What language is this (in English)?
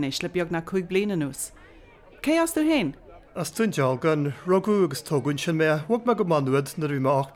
Irish